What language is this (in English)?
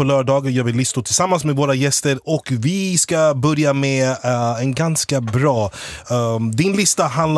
Swedish